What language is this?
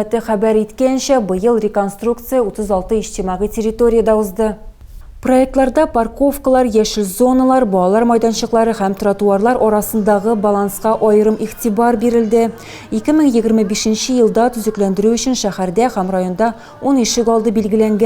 Tatar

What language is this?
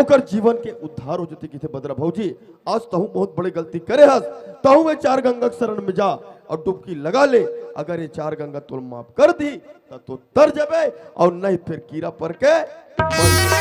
Chhattisgarhi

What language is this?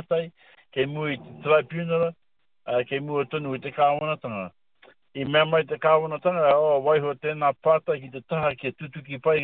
Māori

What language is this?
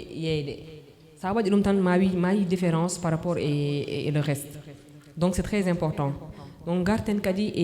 Fula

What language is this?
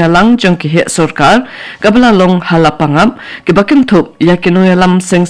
Khasi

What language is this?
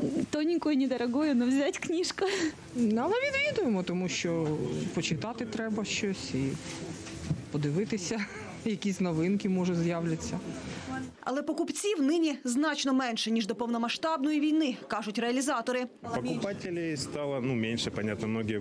Ukrainian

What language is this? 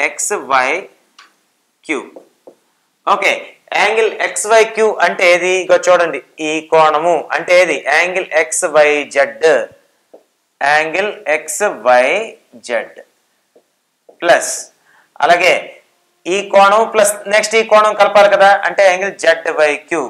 Telugu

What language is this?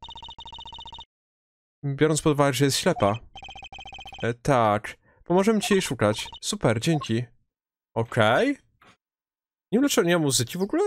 Polish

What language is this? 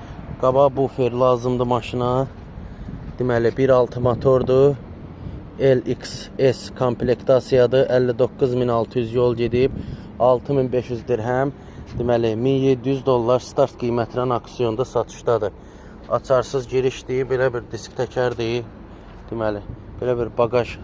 Azerbaijani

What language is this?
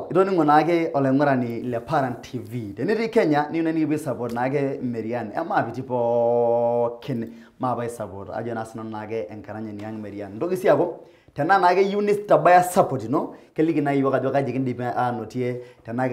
Masai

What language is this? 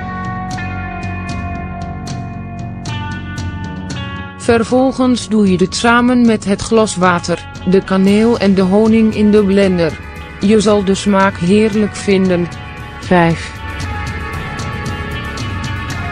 Dutch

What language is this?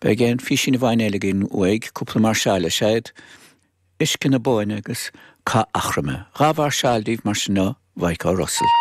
Irish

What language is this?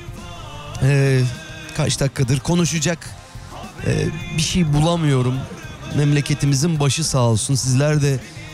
Turkish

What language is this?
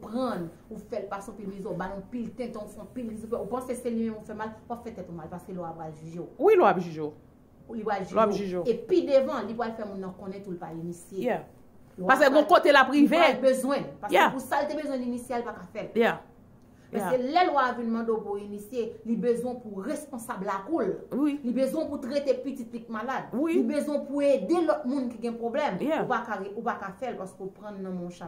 Haitian Creole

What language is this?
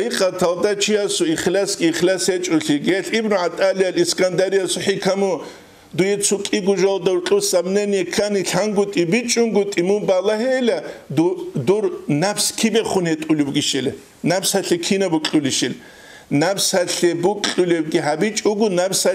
Avaric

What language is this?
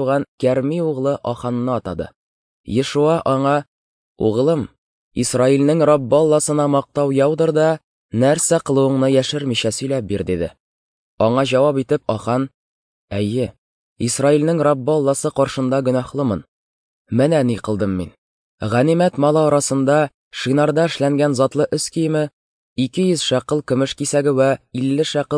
Tatar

